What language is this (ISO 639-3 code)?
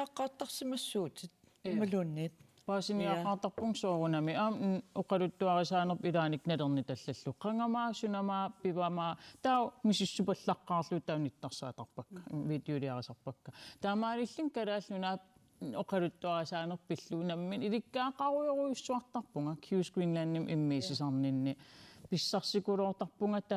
kal